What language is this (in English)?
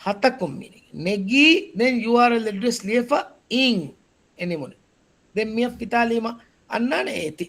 Divehi